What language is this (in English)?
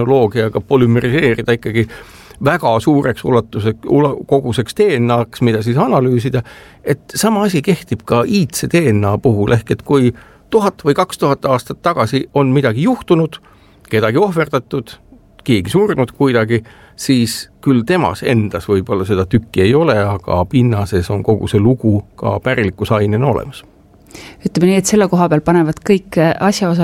Estonian